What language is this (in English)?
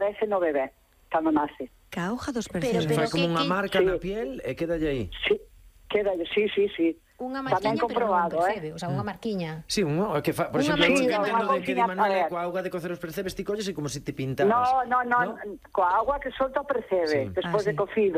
Galician